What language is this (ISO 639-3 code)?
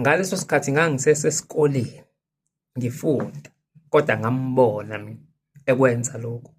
zul